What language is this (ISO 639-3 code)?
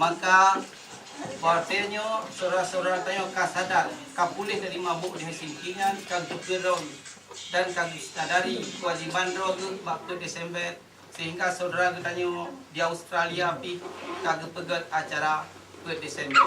ace